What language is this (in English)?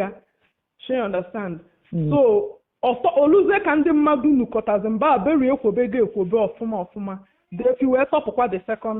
Igbo